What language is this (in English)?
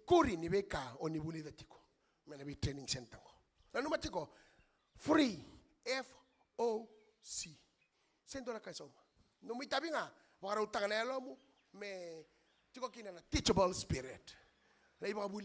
Fijian